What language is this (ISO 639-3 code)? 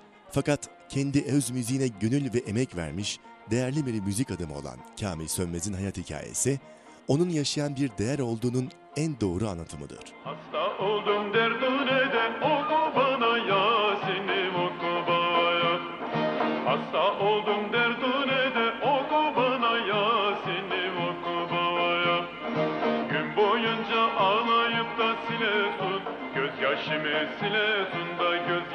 tur